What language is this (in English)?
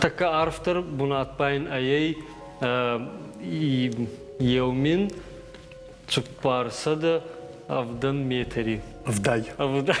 Ossetic